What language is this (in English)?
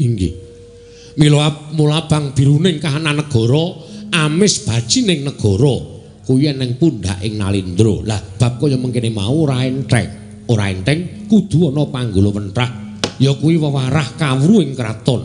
Javanese